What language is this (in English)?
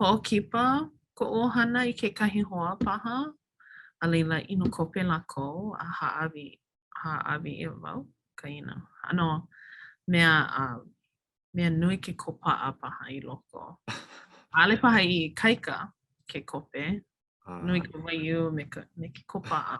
Hawaiian